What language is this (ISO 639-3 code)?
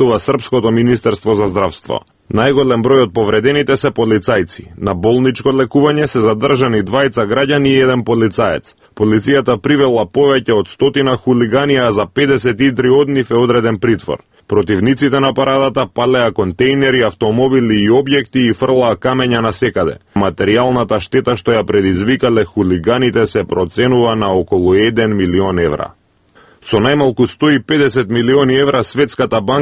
mkd